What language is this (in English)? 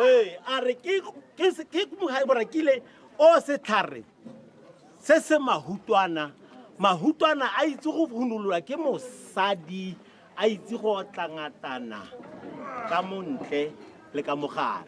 Tswana